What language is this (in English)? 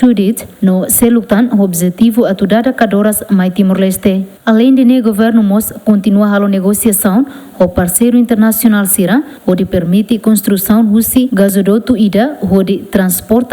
Tetum